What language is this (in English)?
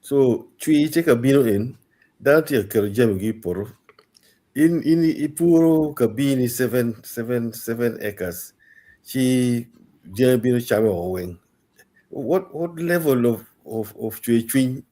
Acoli